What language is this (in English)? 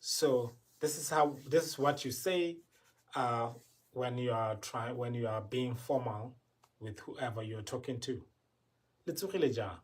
Tswana